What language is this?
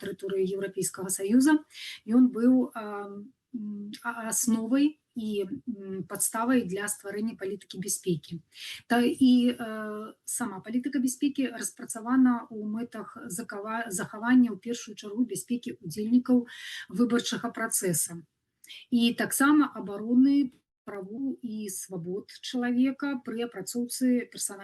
Belarusian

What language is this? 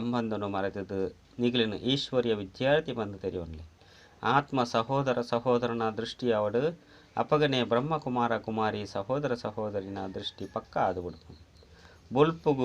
Tulu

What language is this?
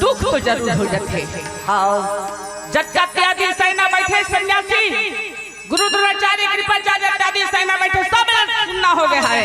Chhattisgarhi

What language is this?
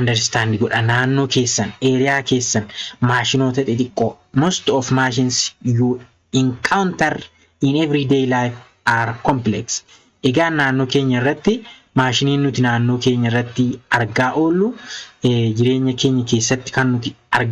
Oromo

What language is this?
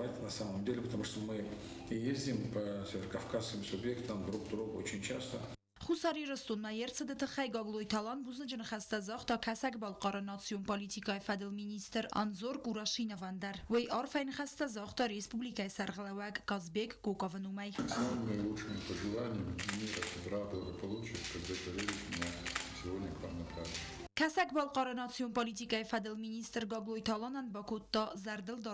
Ossetic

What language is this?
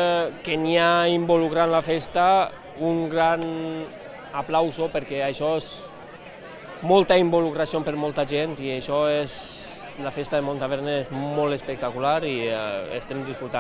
Catalan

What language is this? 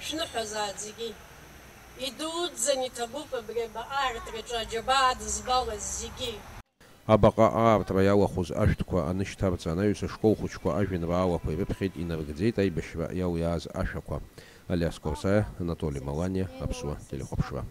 Abkhazian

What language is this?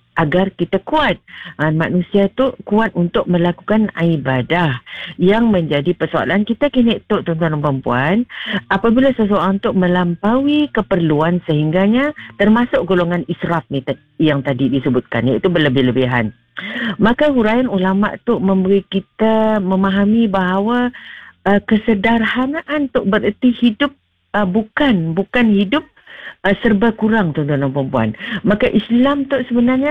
Malay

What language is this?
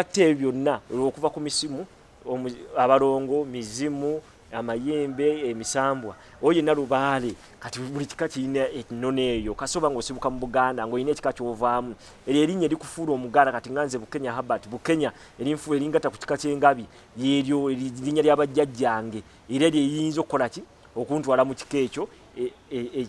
Ganda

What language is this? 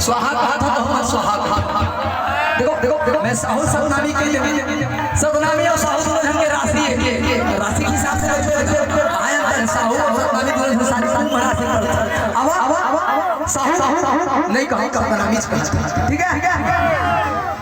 Chhattisgarhi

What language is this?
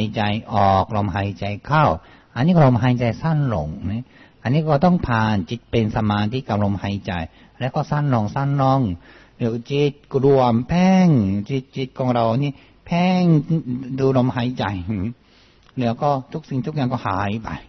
Thai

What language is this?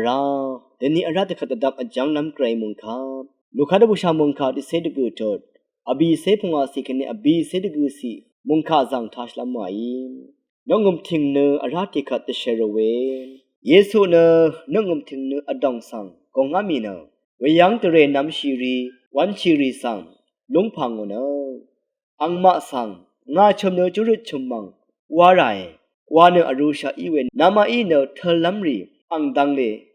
Rawang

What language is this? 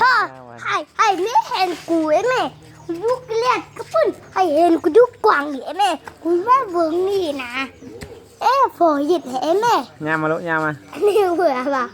Lao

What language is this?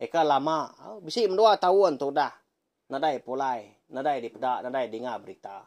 Iban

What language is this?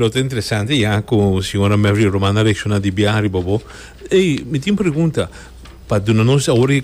Papiamento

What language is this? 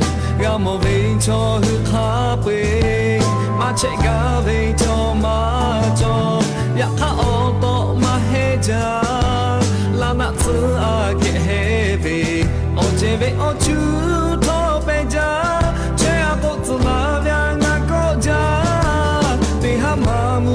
Lahu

